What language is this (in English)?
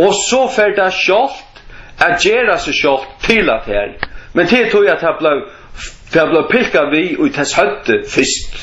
Faroese